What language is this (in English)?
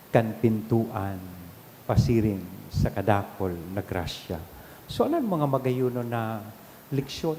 Bikol